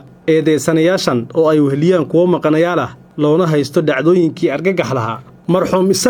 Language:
Somali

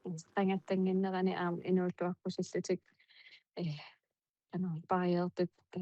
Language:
Kalaallisut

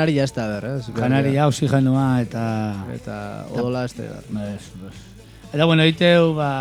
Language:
Basque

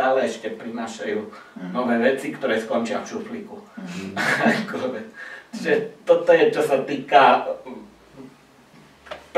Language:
Slovak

